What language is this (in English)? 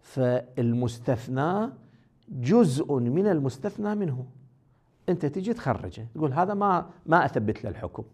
Moroccan Arabic